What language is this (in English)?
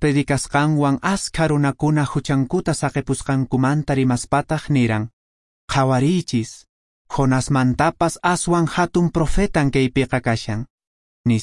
Quechua